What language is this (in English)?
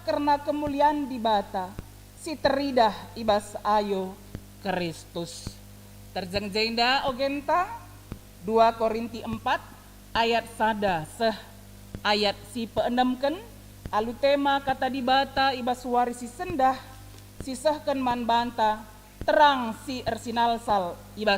Batak Karo